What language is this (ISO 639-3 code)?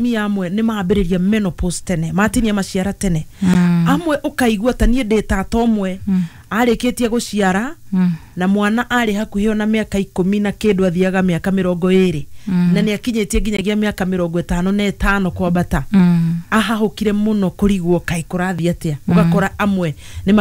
kik